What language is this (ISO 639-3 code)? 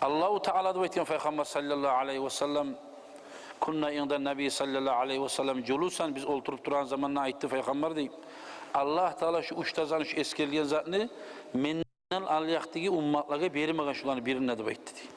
kum